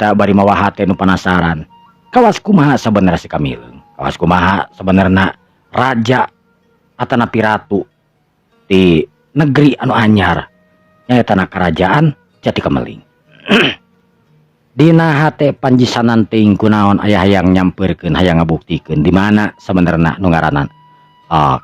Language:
Sundanese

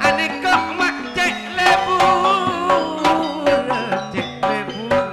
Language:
Madurese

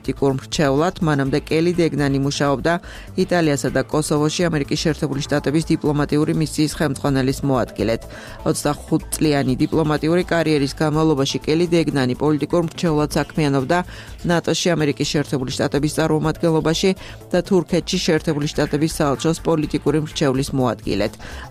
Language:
Georgian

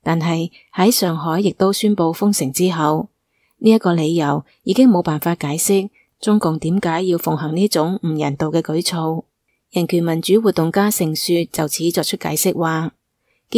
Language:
Cantonese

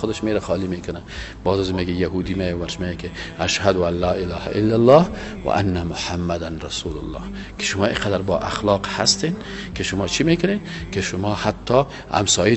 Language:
Persian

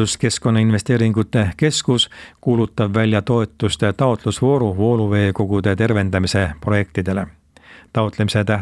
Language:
Estonian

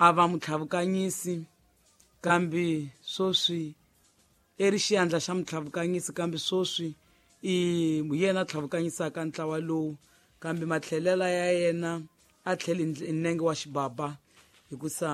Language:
Tsonga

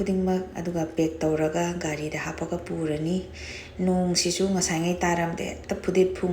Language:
Manipuri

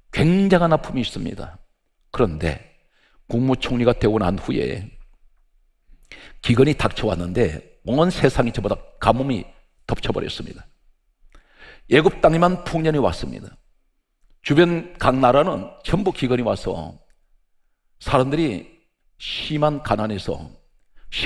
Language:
Korean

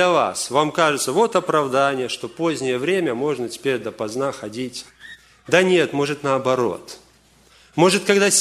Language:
Russian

